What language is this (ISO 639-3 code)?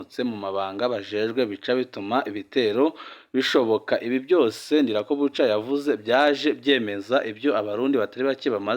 run